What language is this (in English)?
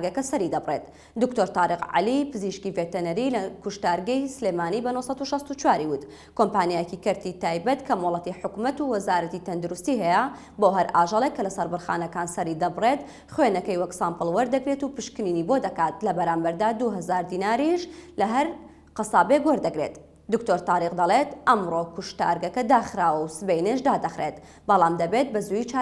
Central Kurdish